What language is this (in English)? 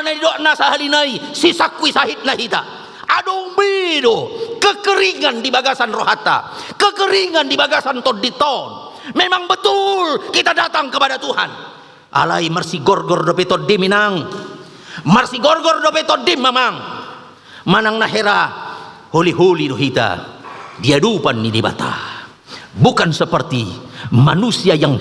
Batak Toba